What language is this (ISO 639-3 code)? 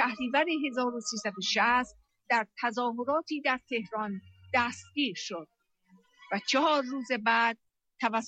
fas